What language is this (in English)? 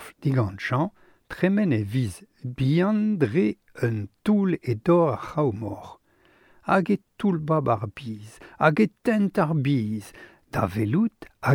Breton